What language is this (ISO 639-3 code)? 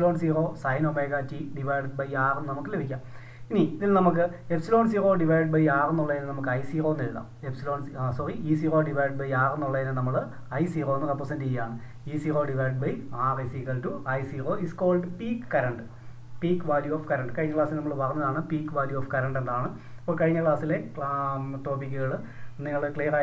mal